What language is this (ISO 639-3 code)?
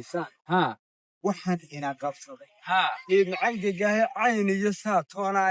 som